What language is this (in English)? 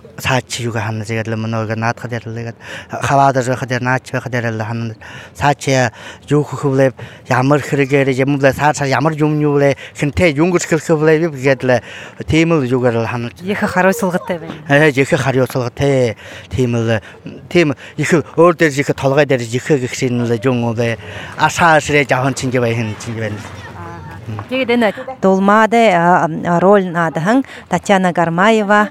Buriat